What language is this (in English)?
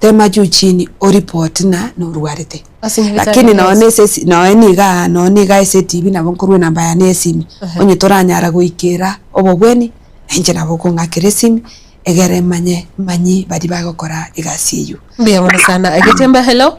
Gusii